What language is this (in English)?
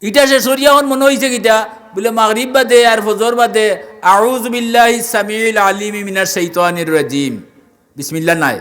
Sylheti